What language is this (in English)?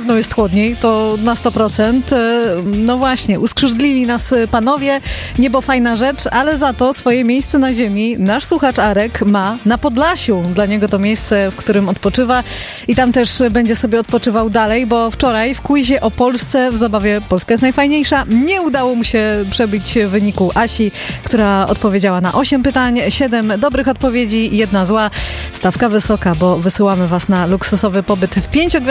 Polish